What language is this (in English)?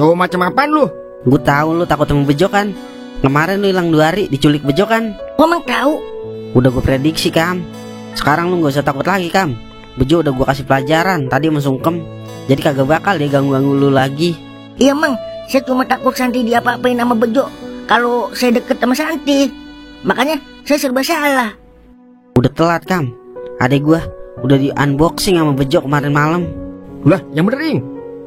Betawi